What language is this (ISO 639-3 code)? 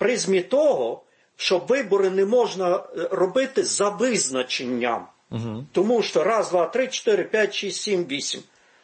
ukr